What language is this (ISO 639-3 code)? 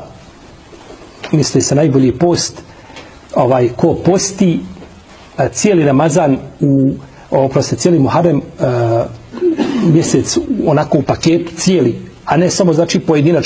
bos